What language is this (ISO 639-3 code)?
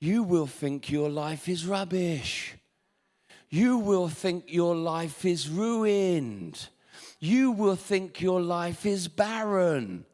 eng